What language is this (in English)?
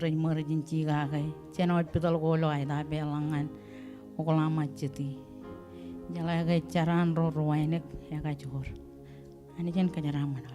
Marshallese